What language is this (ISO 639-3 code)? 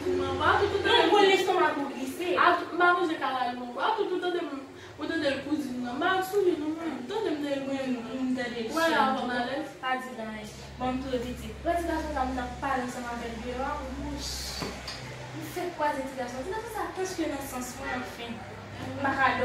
hat